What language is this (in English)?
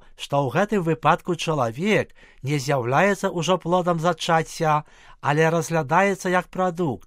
Belarusian